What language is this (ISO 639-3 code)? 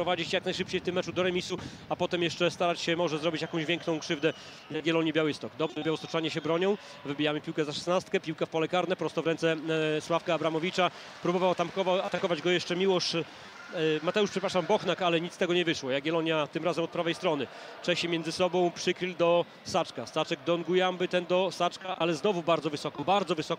pol